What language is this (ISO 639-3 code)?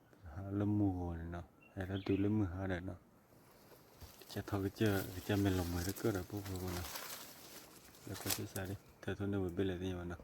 ksw